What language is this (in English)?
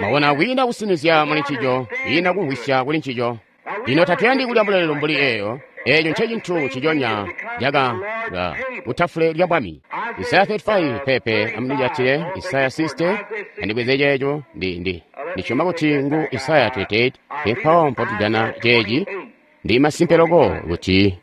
Tonga (Zambia)